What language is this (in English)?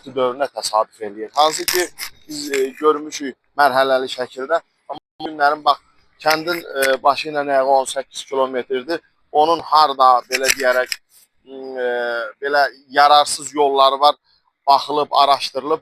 Azerbaijani